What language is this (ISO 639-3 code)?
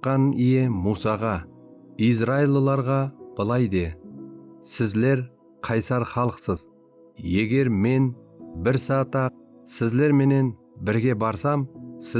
kaa